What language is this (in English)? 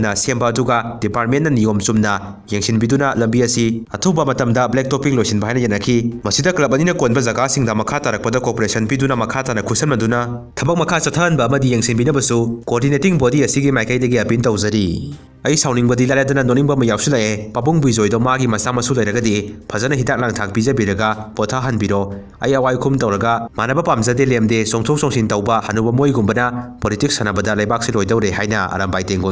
Manipuri